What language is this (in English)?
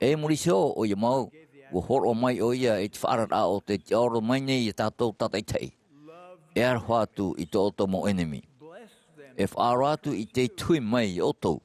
Tahitian